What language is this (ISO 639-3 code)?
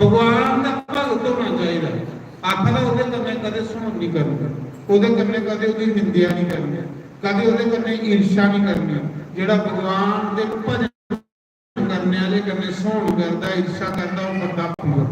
doi